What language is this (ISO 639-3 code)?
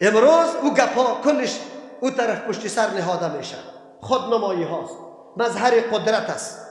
fas